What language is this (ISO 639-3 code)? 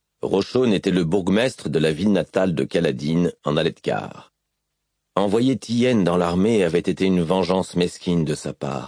fra